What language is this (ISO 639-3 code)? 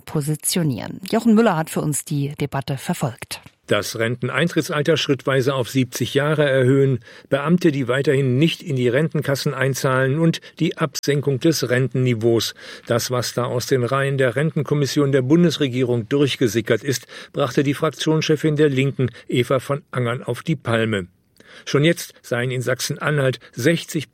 deu